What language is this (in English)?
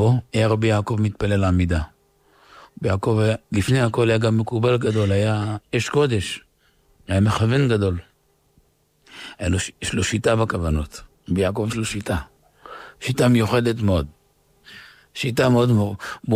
Hebrew